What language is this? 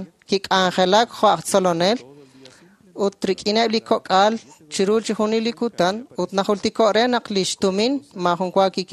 Kekchí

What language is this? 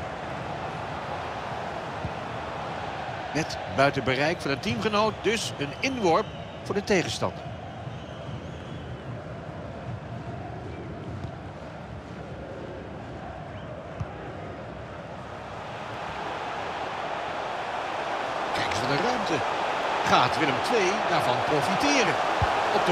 Dutch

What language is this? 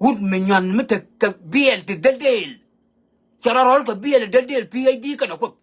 Nuer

